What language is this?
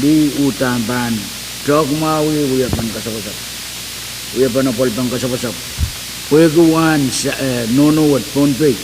Pohnpeian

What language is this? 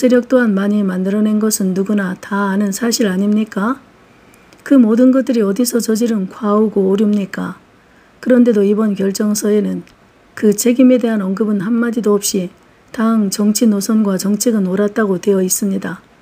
Korean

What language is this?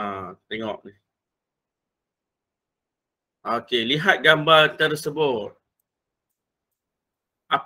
Malay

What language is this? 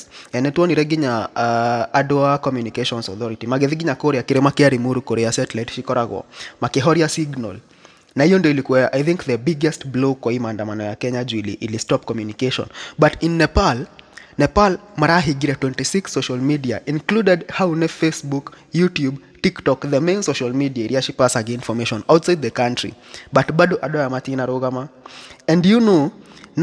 Kikuyu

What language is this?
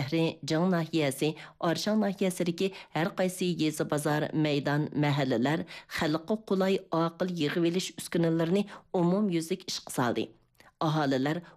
Uyghur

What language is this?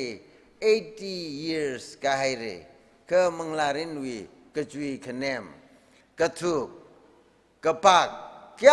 Tangkhul Naga (India)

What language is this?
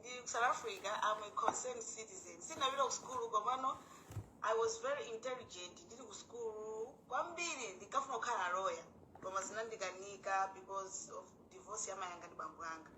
Nyanja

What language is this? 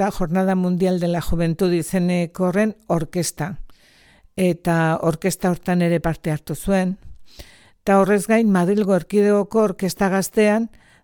Basque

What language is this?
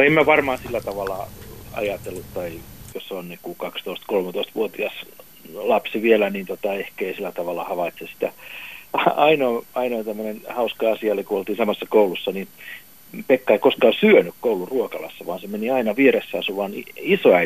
Finnish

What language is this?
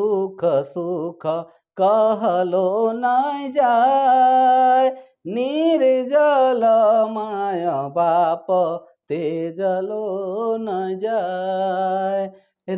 Sadri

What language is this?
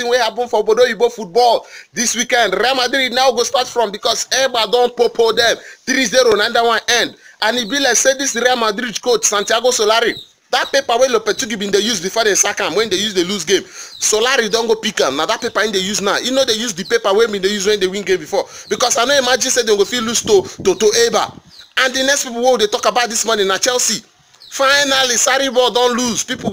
Nigerian Pidgin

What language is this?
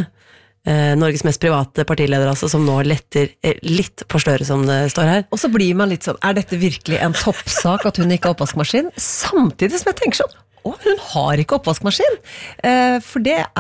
Norwegian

